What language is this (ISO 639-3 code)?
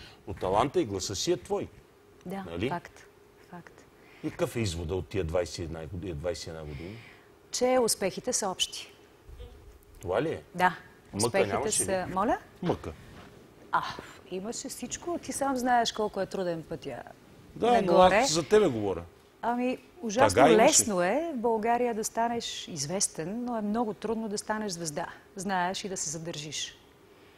bul